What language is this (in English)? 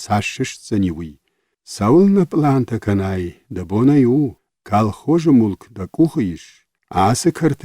Ossetic